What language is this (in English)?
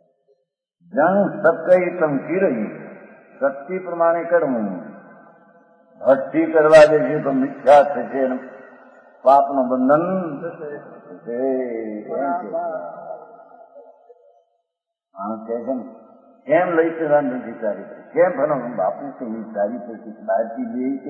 Gujarati